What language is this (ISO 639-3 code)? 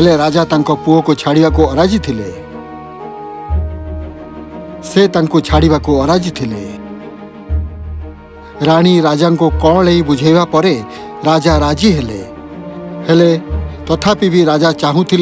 ori